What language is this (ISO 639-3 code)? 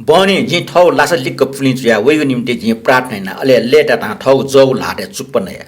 new